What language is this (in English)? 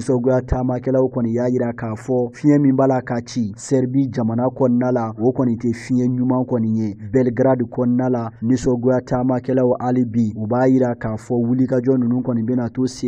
Bambara